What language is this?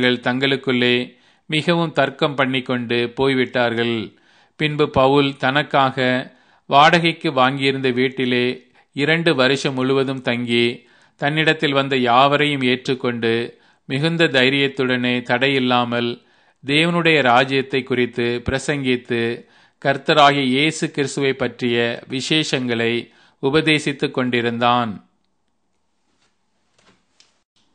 Tamil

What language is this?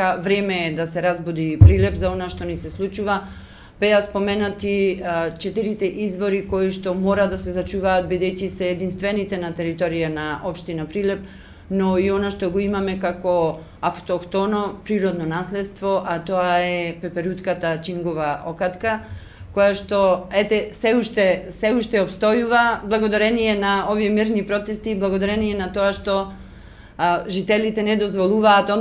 Macedonian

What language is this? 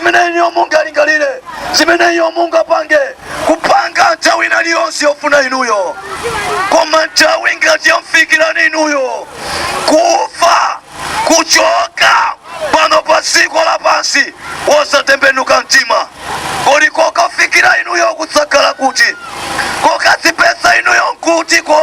Nyanja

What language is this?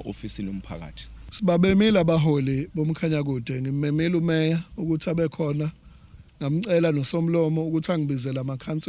Zulu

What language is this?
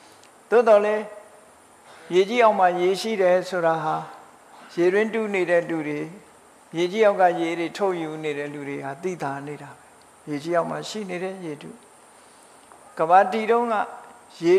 Burmese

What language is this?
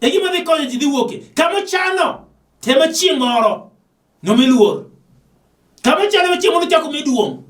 Luo (Kenya and Tanzania)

